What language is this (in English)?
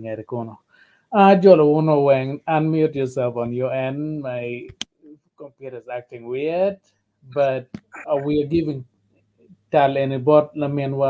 Acoli